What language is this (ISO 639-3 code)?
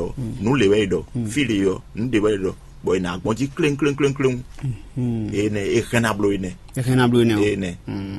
fon